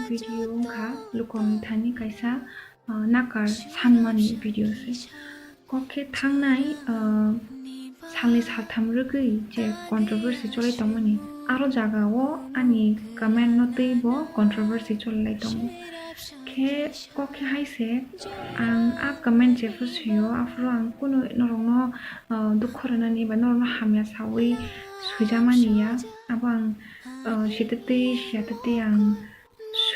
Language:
Kok Borok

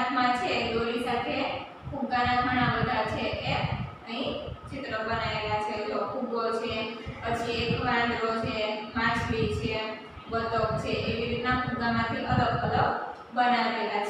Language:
Gujarati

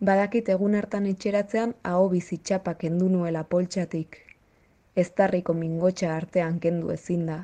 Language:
Basque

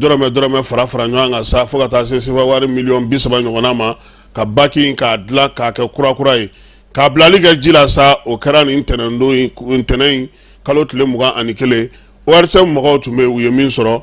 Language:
Bambara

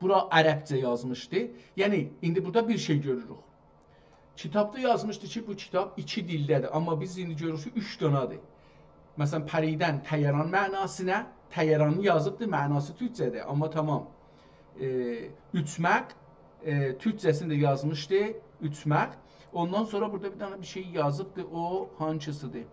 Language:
South Azerbaijani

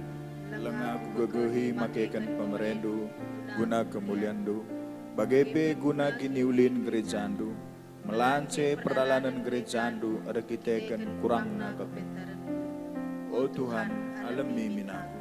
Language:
Batak Karo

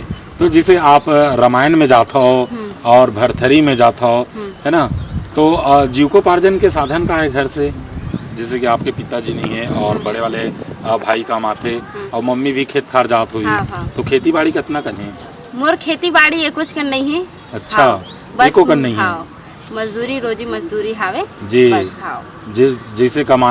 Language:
Chhattisgarhi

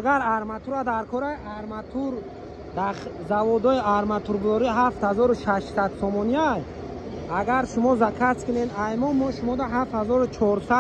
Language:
Tajik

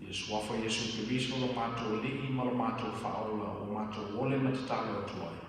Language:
Samoan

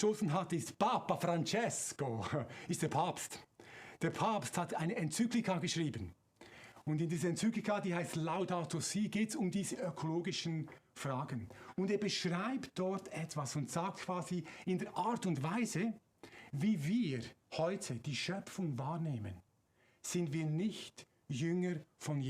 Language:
Swiss German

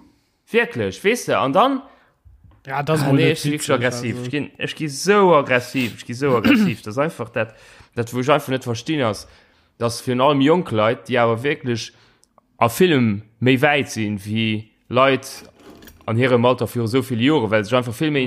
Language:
Luxembourgish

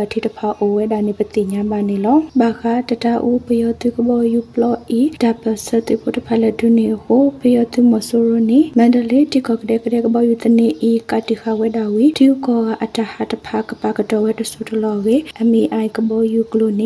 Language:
Burmese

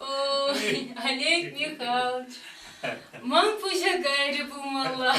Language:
Chuvash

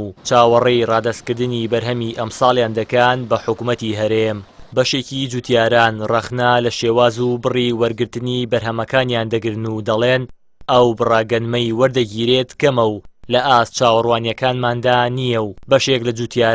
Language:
Central Kurdish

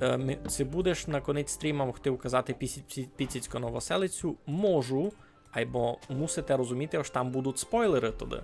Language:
Rusyn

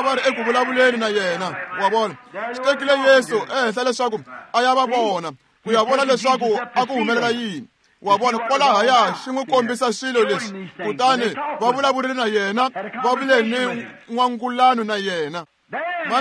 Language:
Tsonga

